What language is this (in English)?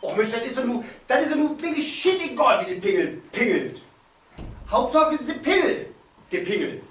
Low German